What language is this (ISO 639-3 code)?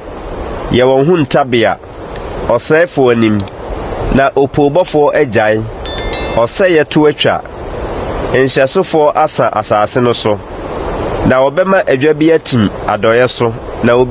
aka